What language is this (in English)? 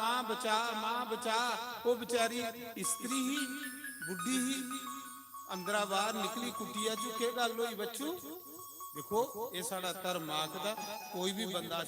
Dogri